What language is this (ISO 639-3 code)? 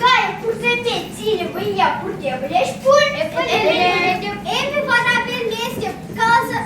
chv